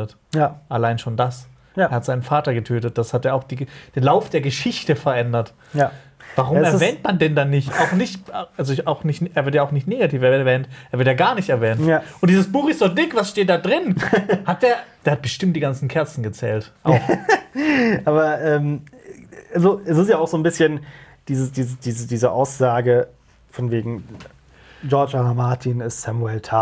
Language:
German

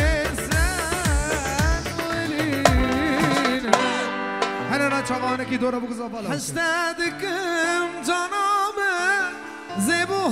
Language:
Persian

